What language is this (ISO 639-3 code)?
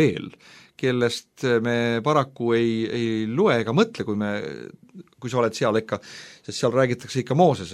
est